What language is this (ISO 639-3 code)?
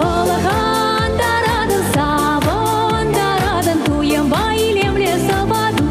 chv